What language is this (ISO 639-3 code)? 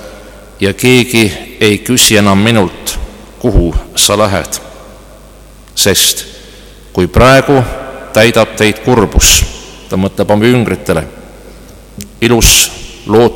est